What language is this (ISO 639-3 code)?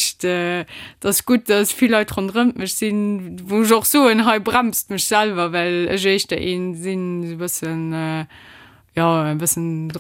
ltz